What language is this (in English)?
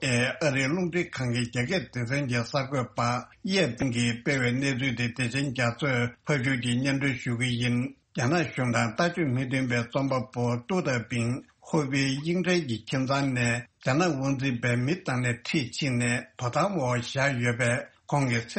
Tibetan